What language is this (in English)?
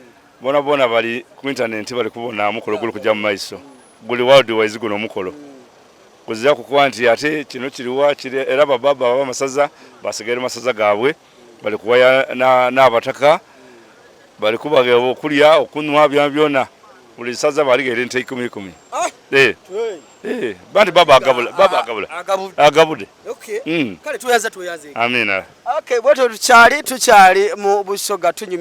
Ganda